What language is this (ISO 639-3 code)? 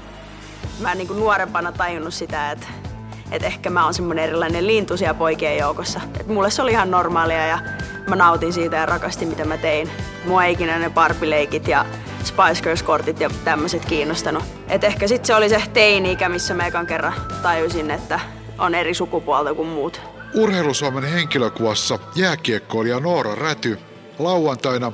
fin